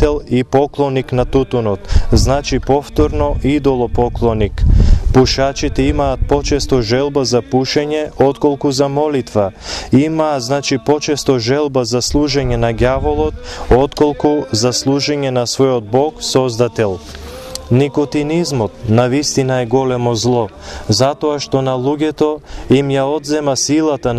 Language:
Macedonian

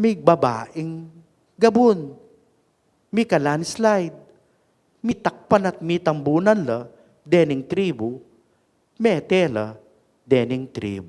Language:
Pampanga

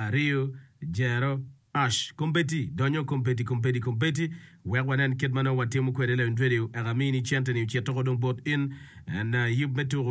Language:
Acoli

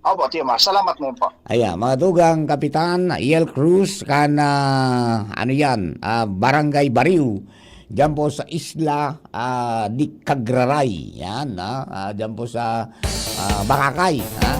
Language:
Bikol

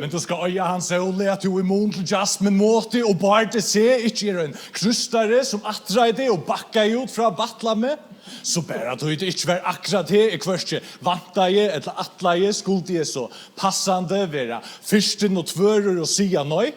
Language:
Faroese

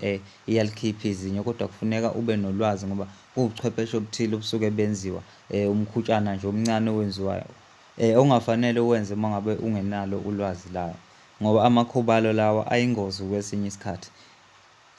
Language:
Zulu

